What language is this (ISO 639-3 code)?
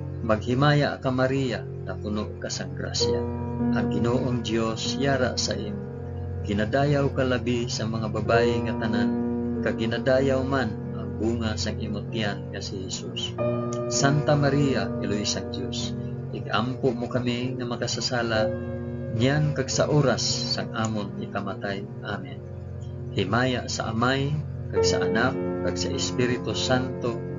hil